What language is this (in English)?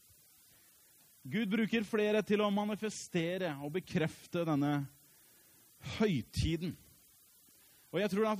Norwegian